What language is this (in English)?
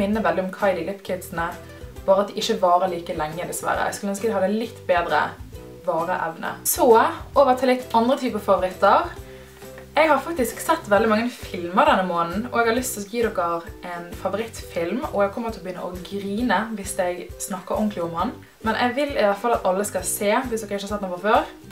Norwegian